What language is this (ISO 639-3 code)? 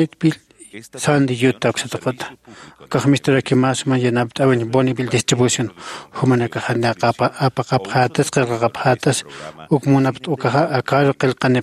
aym